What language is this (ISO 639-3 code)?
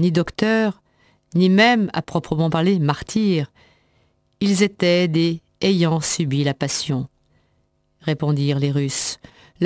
fra